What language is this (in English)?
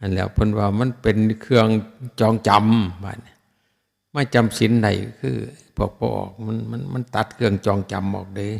Northeastern Thai